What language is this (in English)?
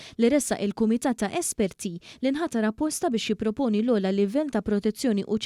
Maltese